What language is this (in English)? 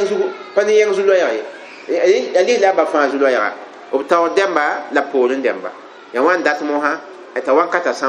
Mossi